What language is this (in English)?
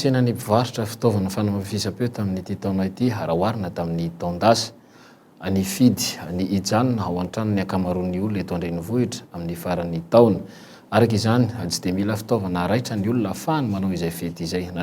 Malagasy